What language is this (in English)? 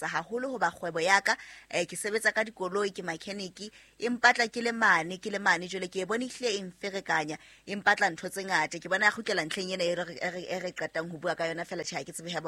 Southern Sotho